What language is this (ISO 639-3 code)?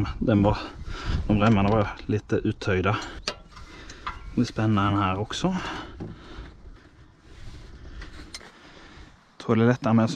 swe